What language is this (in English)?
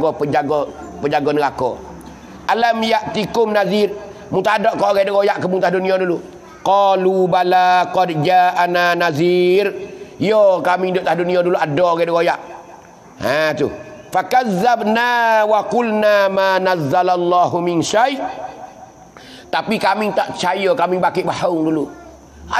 Pattani Malay